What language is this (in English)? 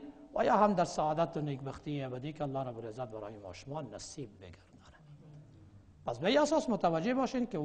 Persian